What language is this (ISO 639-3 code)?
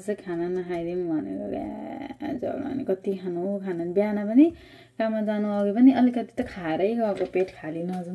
nep